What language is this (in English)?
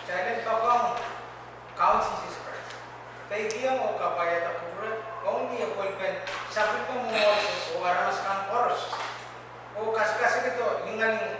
Pohnpeian